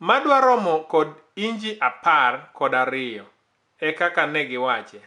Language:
Luo (Kenya and Tanzania)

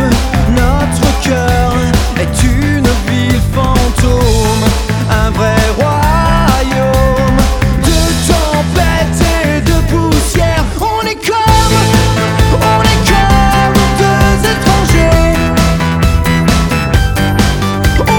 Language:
French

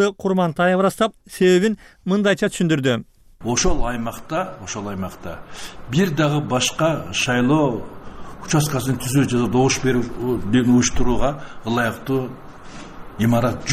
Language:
Kyrgyz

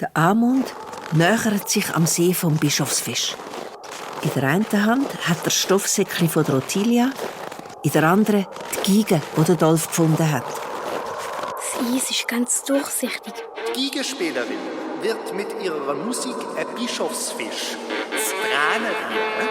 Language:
Swiss German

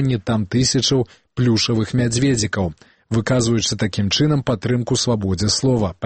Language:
Belarusian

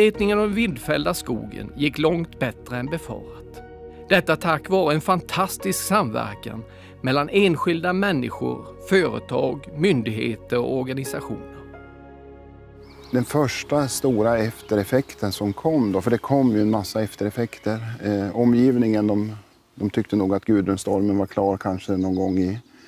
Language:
Swedish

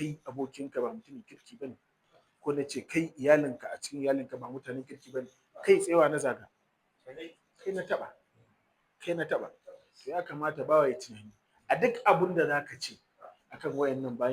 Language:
Hausa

